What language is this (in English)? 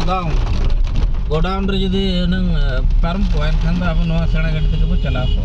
Santali